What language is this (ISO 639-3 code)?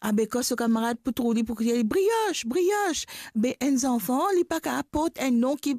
mfe